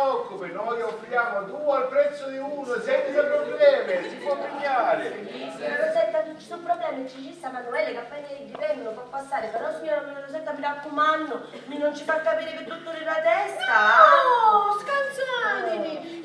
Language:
Sicilian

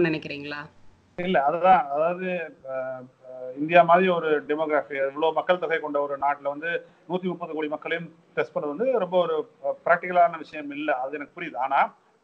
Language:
Tamil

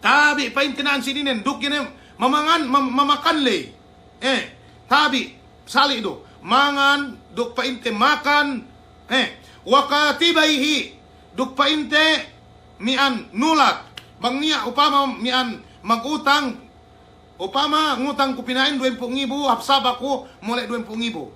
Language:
Yakan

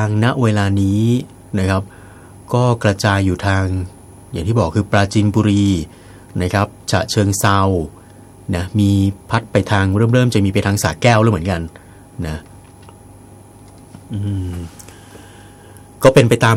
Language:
Thai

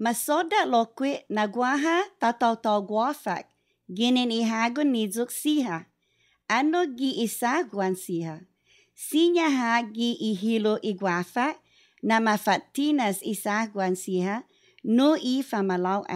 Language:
Chamorro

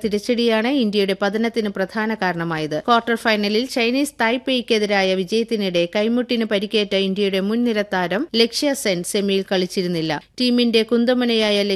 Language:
Malayalam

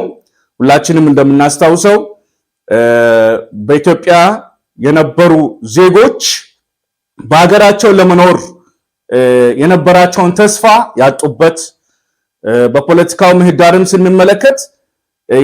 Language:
Amharic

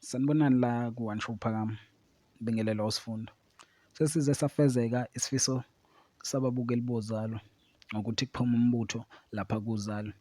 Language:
Zulu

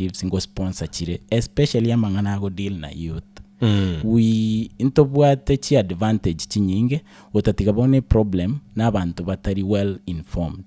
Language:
Gusii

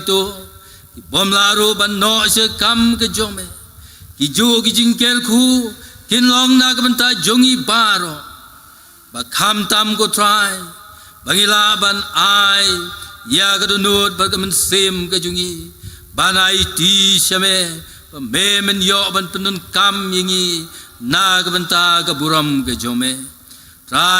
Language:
Khasi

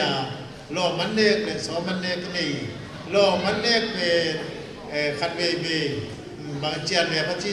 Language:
Tedim Chin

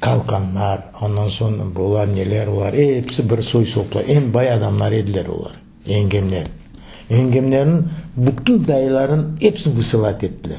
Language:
Crimean Tatar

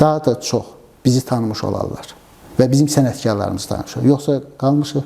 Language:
Azerbaijani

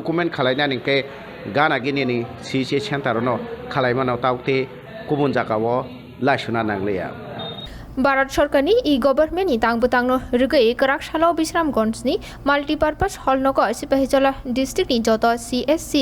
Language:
Kok Borok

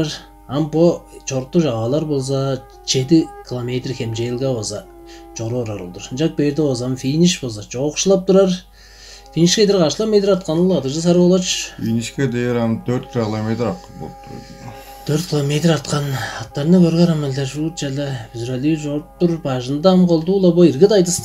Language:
Tuvinian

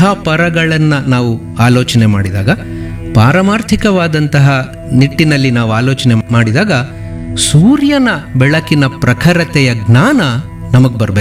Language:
Kannada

